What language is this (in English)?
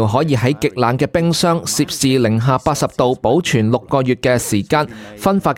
Cantonese